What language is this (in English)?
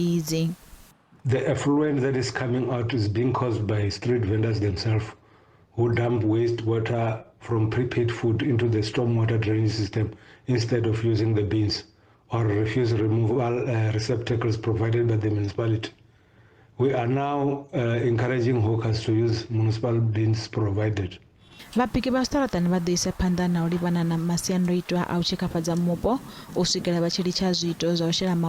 Venda